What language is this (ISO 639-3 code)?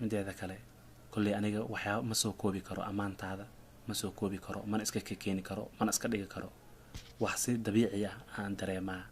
som